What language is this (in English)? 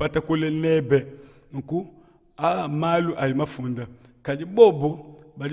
Luba-Lulua